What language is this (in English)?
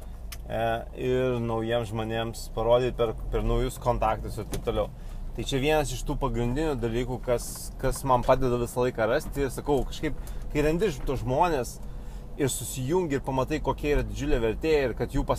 Lithuanian